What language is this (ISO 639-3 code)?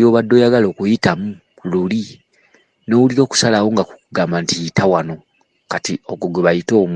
lug